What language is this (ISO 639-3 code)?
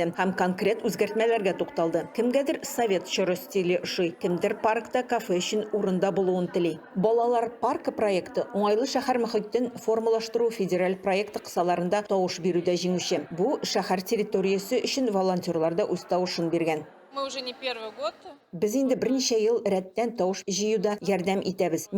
tat